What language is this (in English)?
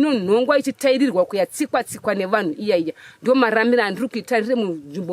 Shona